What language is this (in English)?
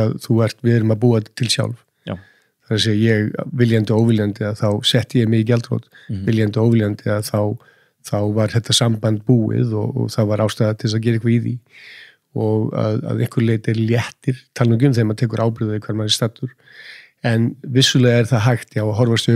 Icelandic